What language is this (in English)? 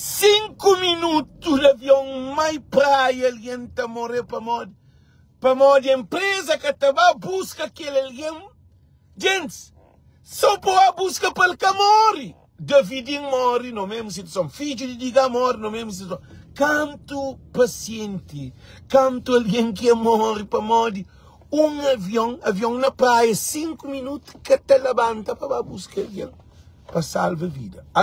Kabuverdianu